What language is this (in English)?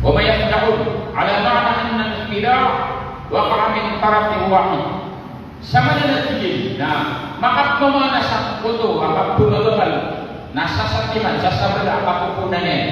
Maranao